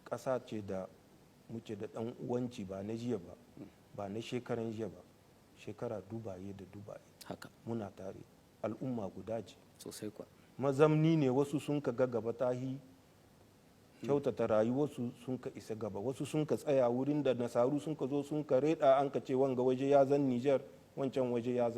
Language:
Hausa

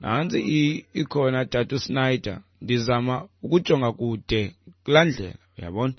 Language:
Xhosa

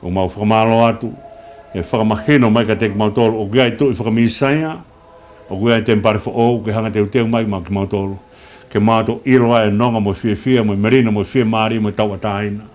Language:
Tongan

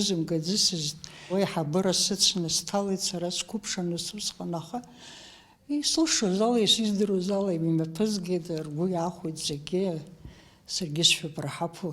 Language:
Abkhazian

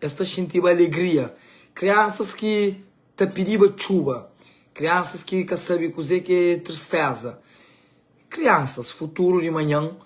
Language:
Kabuverdianu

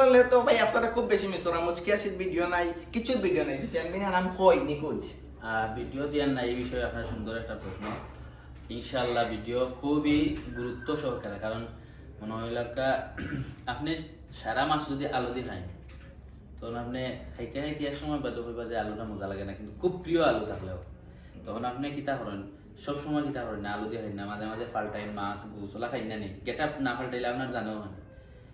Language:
Sylheti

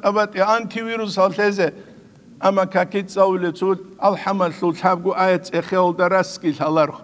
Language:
Avaric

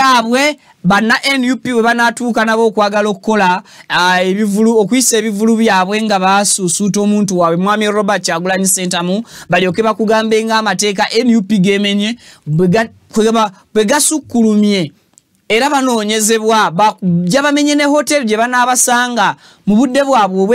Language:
Ganda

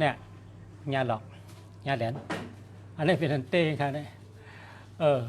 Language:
Shan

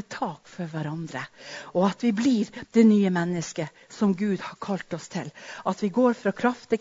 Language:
Norwegian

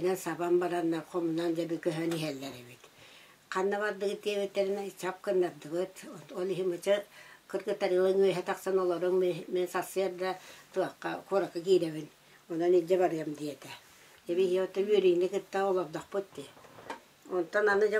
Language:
Yakut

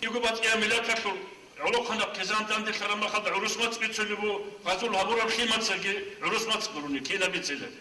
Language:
Avaric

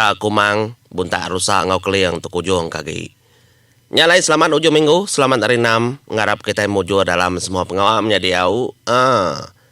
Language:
Iban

